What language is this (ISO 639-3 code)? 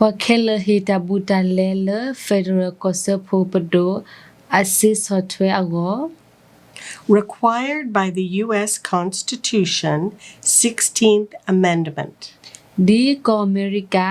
ksw